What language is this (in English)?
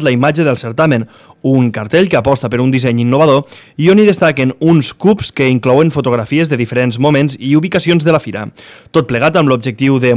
Catalan